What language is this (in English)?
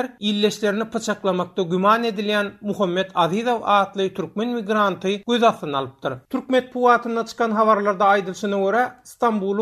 Turkmen